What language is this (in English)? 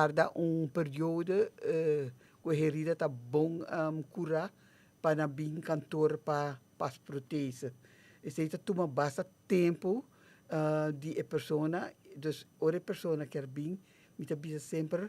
Papiamento